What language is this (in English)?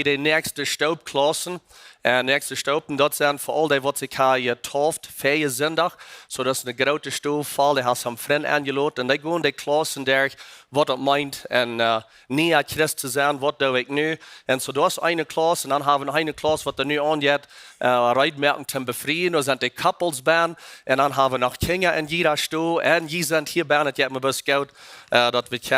Plautdietsch